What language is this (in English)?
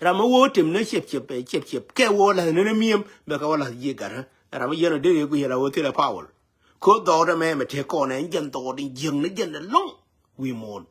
Nuer